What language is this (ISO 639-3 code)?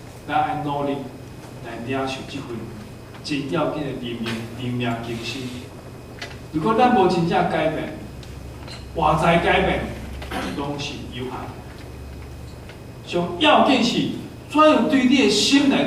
nan